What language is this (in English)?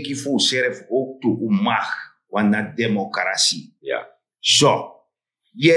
Sranan Tongo